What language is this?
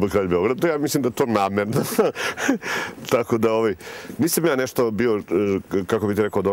Serbian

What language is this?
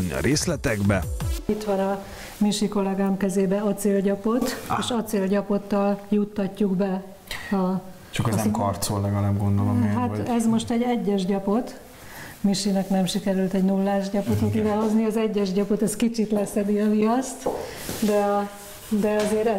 Hungarian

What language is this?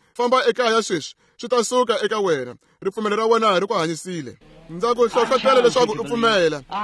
Tsonga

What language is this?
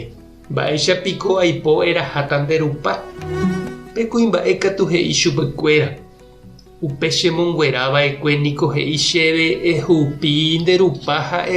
Guarani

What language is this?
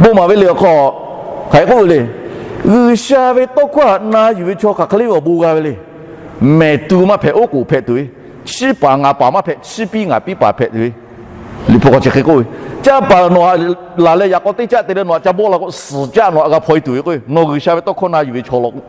Lahu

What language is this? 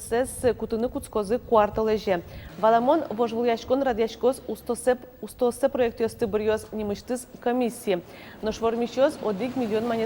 Udmurt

